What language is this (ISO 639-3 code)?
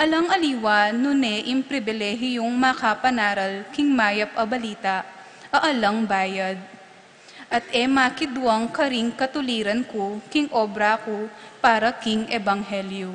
pam